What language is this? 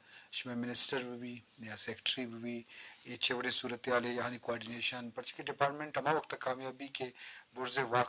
Eastern Balochi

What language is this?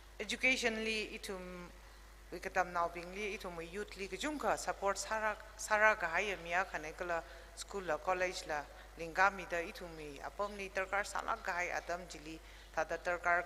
Tangkhul Naga (India)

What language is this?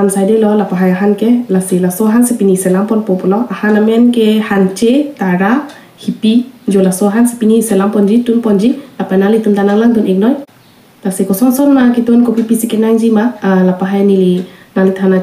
Karbi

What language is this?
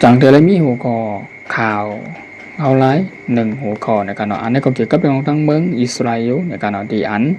Shan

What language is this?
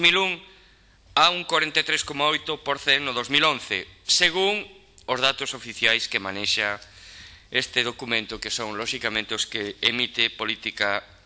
Galician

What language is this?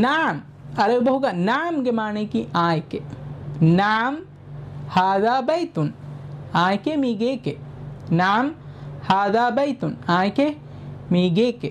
Divehi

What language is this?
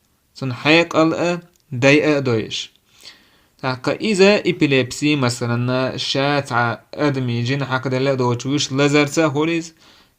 Chechen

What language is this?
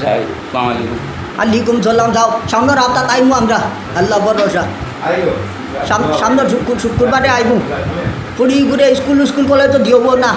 Sylheti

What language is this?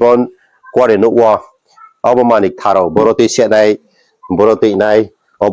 Riang (India)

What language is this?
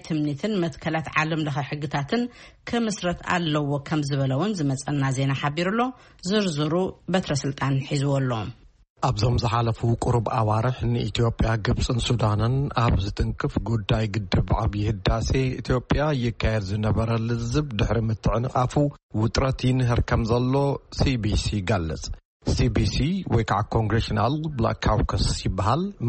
Tigrinya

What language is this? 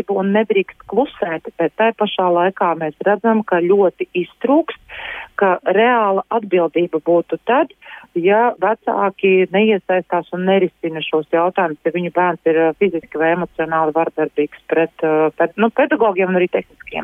Latvian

